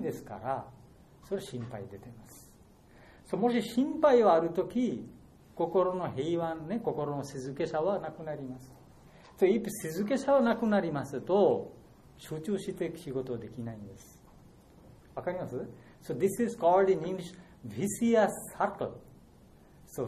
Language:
Japanese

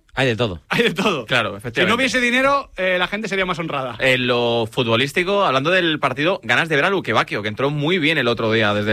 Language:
Spanish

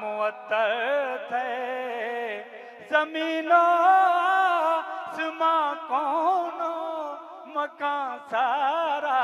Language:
Saraiki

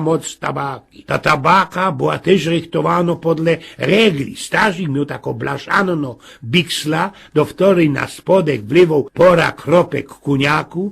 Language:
Silesian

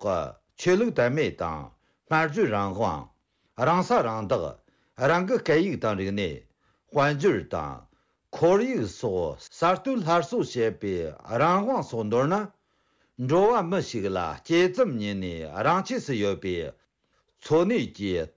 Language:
Tibetan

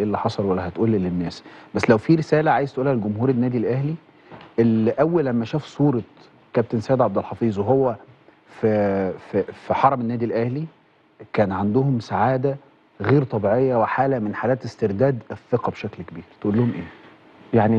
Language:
Egyptian Arabic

